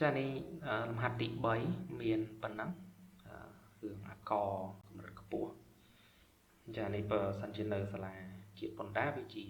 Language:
Khmer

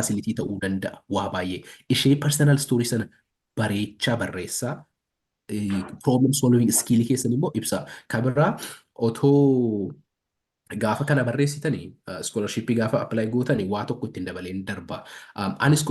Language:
Oromo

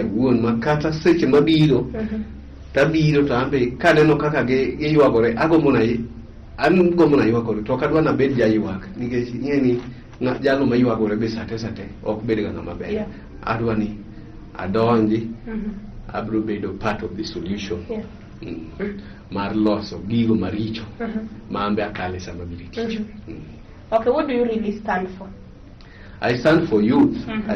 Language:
Luo (Kenya and Tanzania)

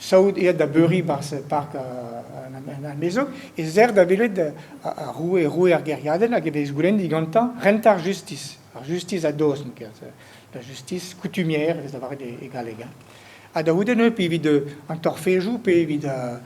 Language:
Breton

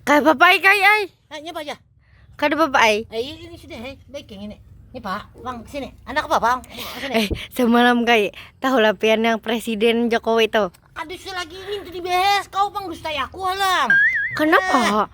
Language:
Banjar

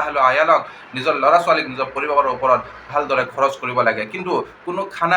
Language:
Assamese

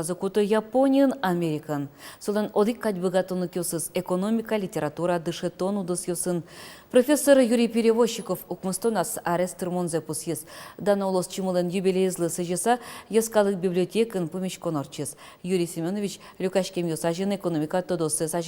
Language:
Udmurt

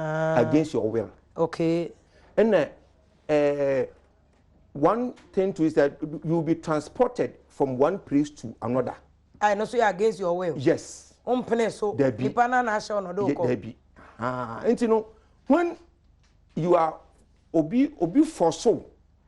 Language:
Akan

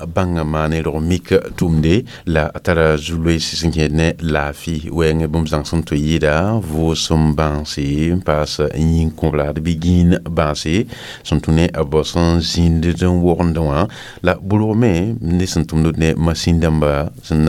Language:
Mossi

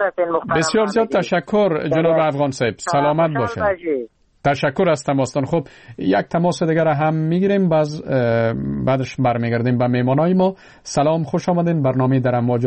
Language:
Persian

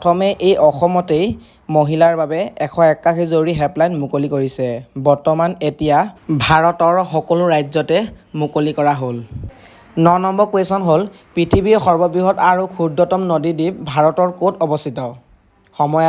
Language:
Assamese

